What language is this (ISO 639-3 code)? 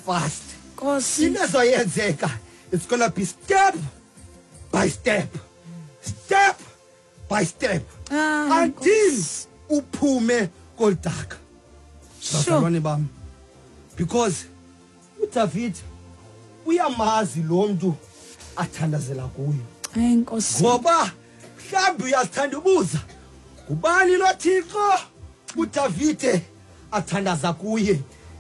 xho